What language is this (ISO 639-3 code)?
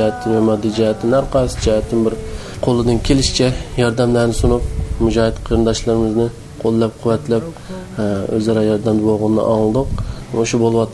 uig